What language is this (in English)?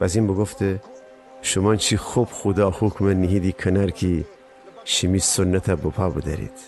Gilaki